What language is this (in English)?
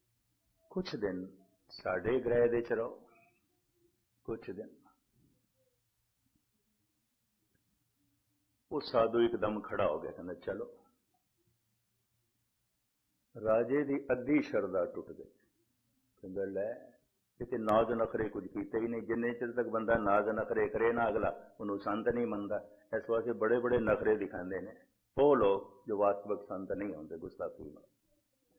Punjabi